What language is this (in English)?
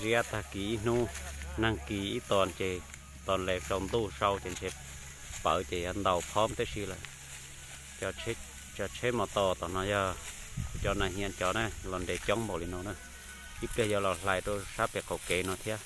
Hmong